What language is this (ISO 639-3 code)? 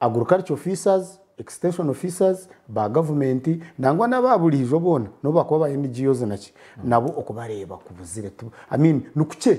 nyn